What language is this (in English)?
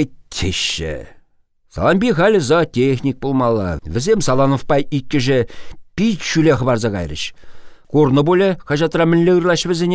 Chuvash